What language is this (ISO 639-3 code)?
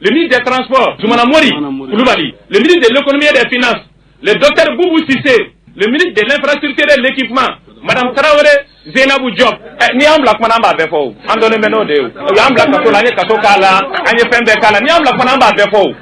bam